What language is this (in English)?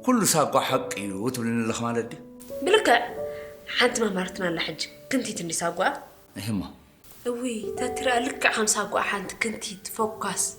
Tigrinya